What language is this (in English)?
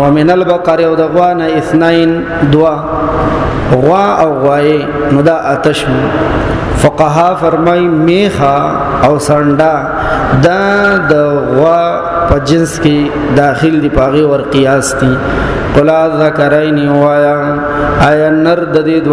Pashto